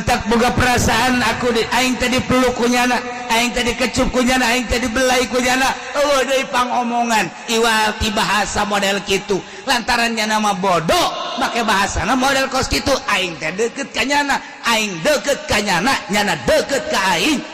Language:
Sundanese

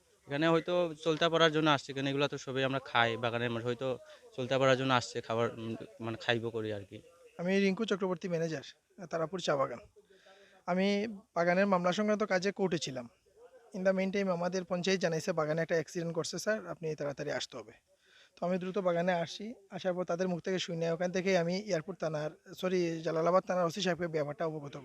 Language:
Sylheti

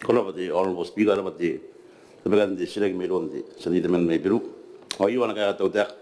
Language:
Gilbertese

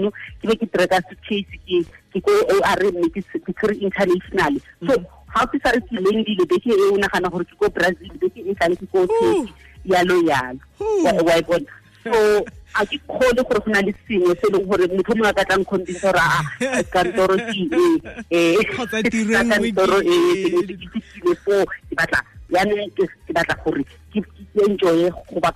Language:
Tswana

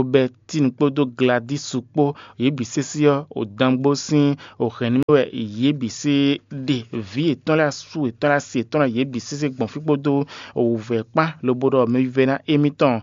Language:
Fon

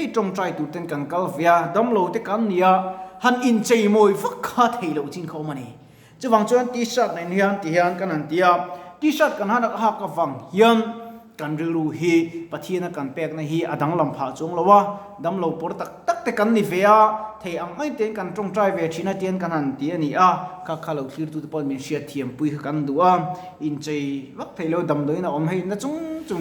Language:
Mizo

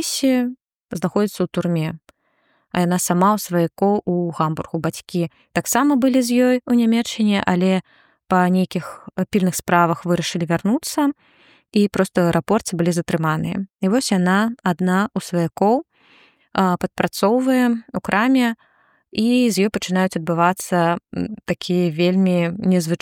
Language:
Belarusian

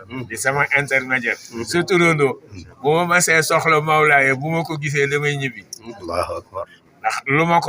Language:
Wolof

